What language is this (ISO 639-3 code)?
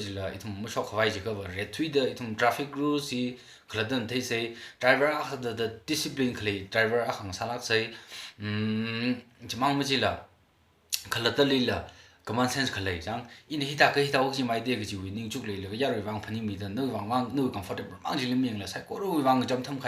nmf